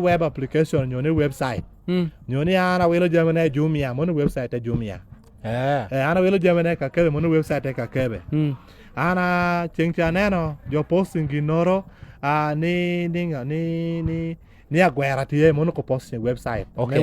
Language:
Lango (Uganda)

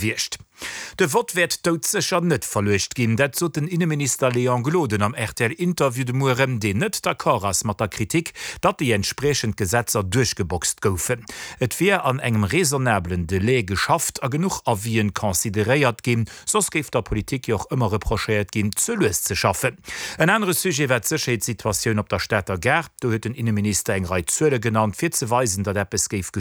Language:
Luxembourgish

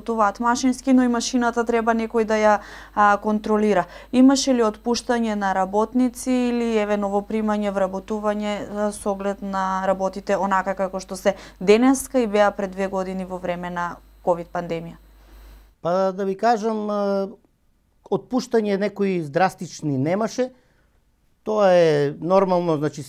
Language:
Macedonian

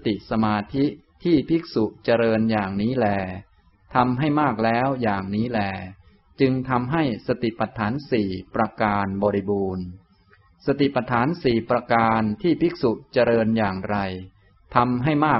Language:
Thai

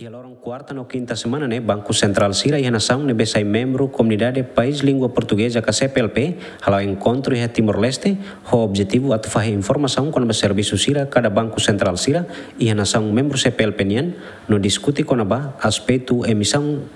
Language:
Tetum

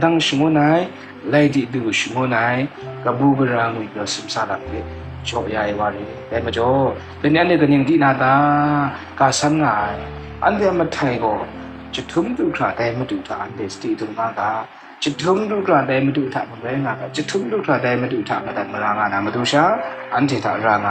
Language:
Kachin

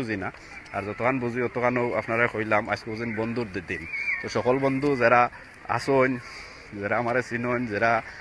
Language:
Sylheti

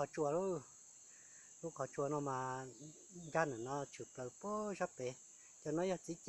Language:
Hmong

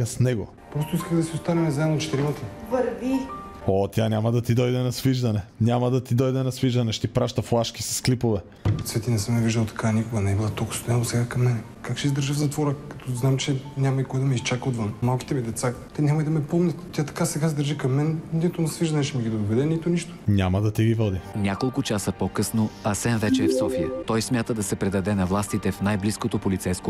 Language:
Bulgarian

